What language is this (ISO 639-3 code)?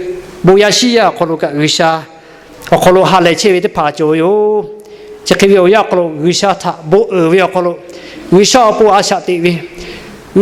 lhu